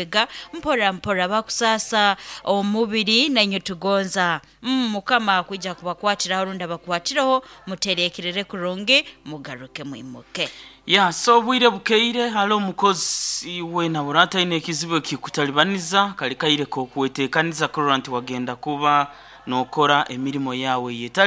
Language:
Nyoro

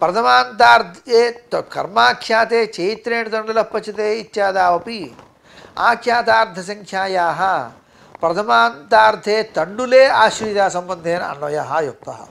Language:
Sanskrit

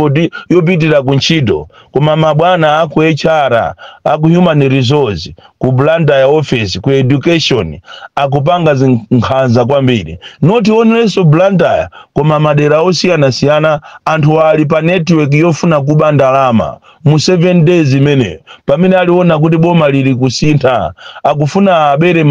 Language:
Nyanja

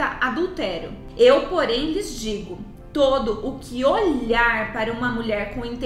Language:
Portuguese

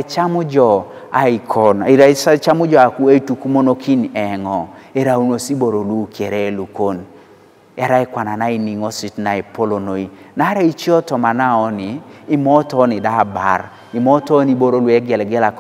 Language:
Teso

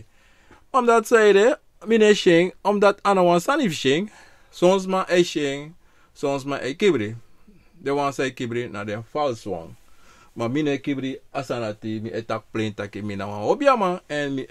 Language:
Sranan Tongo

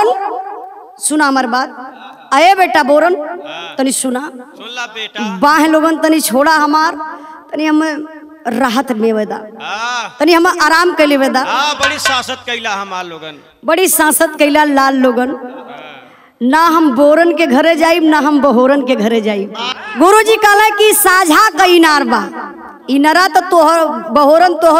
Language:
Bhojpuri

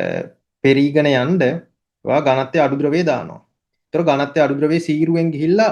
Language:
Sinhala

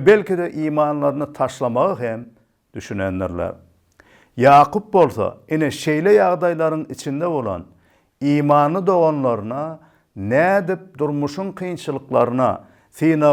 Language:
Turkmen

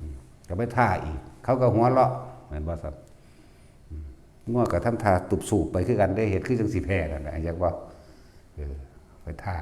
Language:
Northeastern Thai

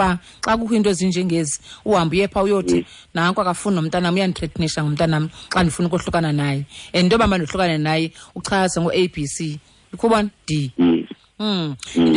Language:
Xhosa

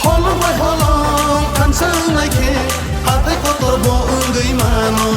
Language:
Kok Borok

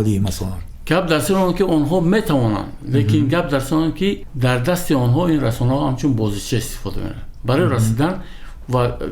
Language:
Tajik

